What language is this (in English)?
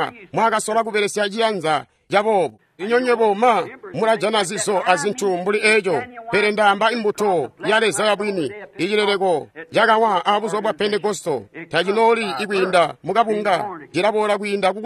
Tonga (Zambia)